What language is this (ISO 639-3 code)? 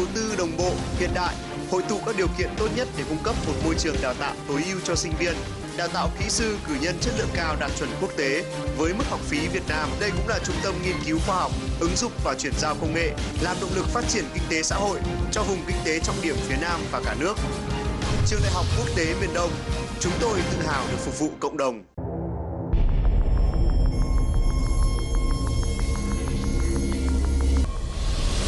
vie